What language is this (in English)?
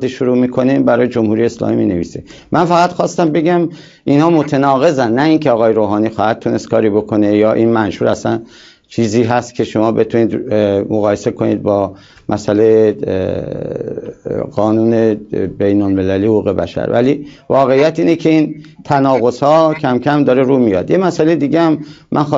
Persian